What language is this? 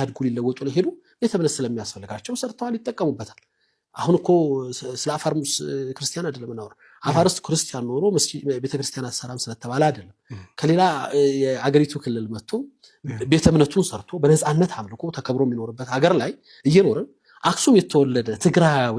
Amharic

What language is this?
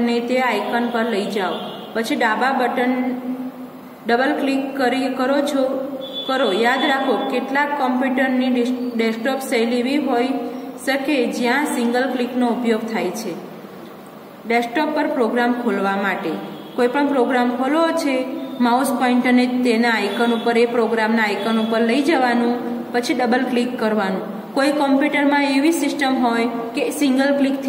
Gujarati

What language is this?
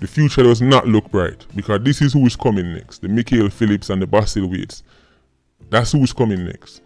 Jamaican Creole English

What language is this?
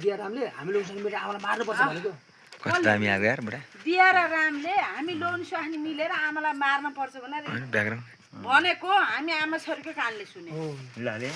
Nepali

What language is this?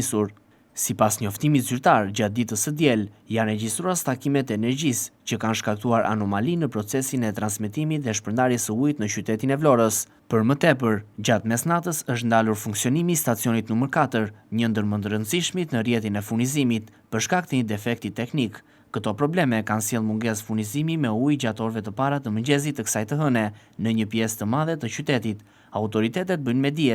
Albanian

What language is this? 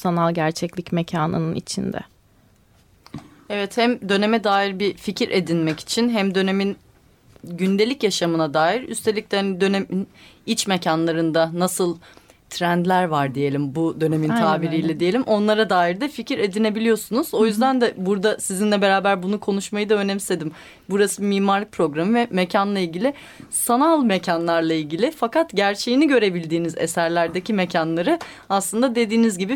Turkish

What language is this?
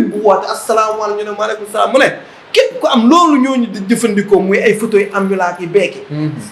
Wolof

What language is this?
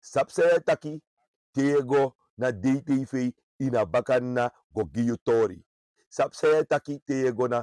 Sranan Tongo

